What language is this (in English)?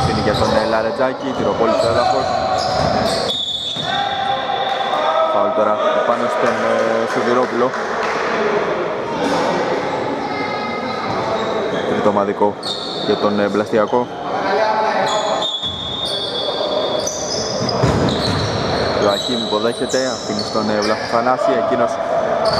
Greek